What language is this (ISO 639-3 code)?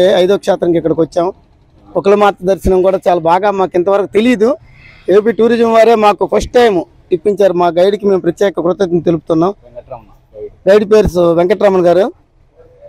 tel